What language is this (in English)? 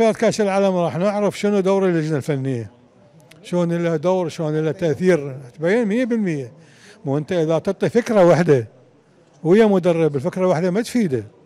Mesopotamian Arabic